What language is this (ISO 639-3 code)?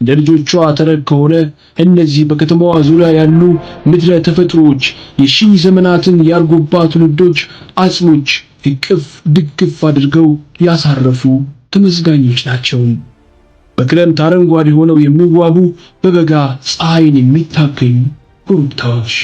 amh